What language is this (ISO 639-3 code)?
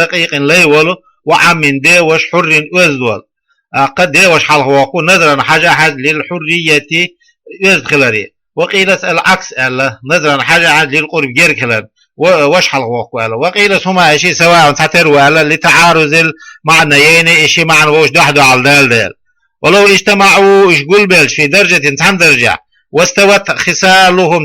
che